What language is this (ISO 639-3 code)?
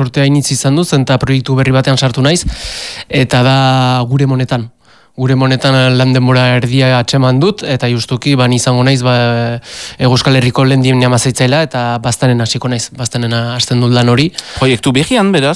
eus